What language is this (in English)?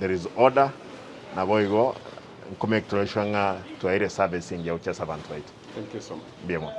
Gusii